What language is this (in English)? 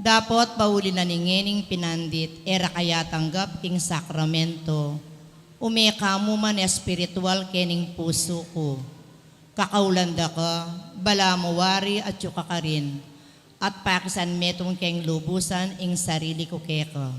Pampanga